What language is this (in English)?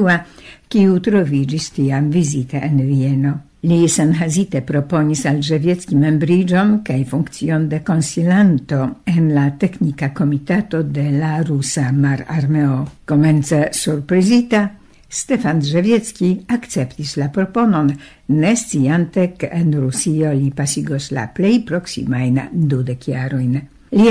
Esperanto